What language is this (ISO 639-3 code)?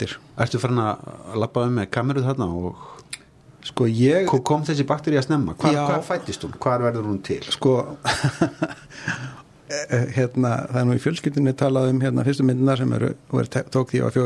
isl